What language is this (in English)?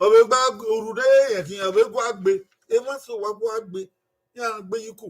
Bini